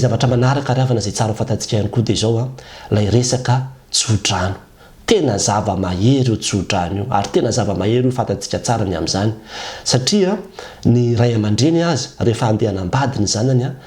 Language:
Malagasy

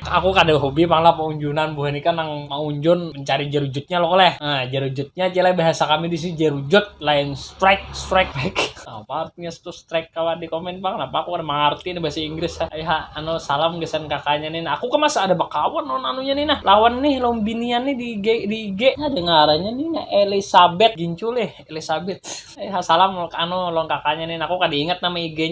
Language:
Banjar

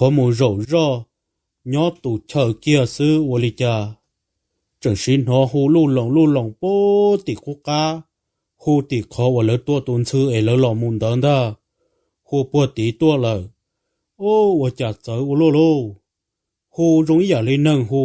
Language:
Hmong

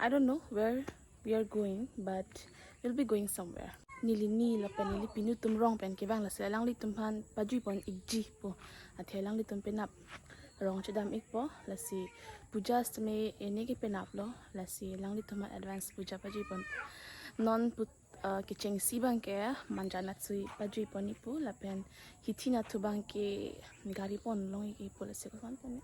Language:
Karbi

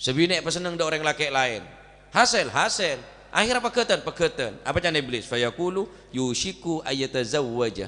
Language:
Madurese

